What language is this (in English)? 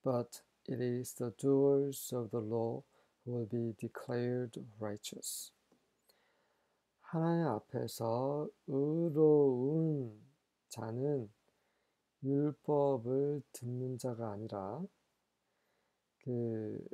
Korean